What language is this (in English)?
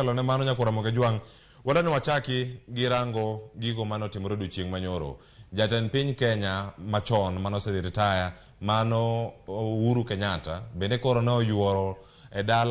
Luo (Kenya and Tanzania)